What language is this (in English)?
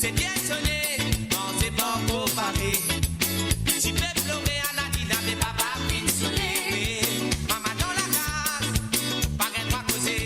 Morisyen